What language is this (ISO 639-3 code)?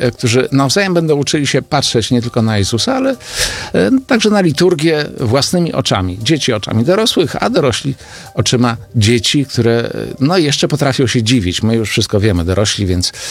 pol